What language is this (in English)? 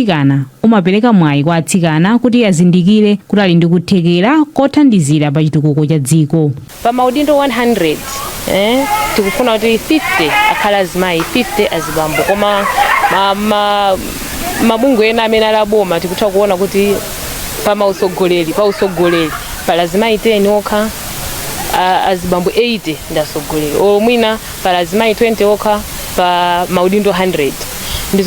Nyanja